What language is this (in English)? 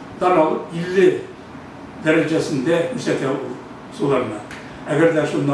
Tatar